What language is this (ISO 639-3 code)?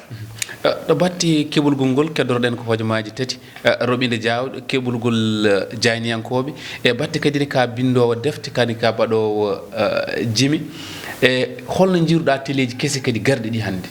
ful